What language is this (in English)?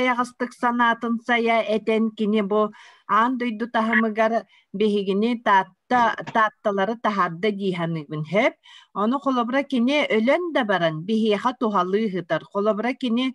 Yakut